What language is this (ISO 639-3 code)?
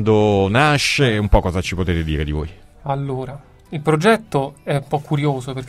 ita